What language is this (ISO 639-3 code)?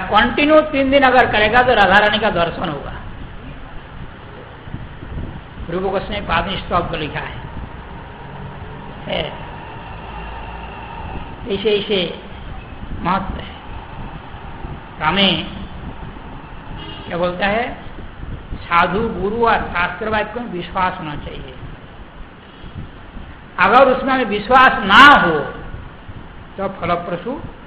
hin